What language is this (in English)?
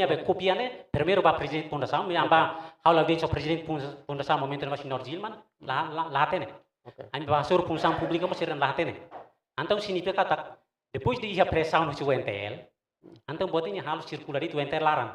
Tetum